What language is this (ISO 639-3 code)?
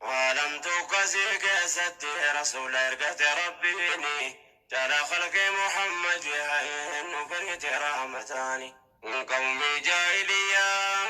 orm